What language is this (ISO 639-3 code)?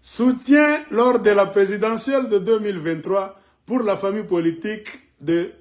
lin